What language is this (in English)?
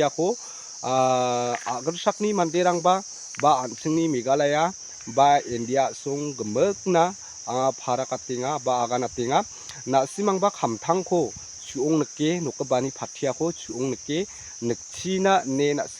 Garo